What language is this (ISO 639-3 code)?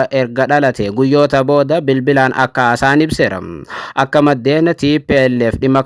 orm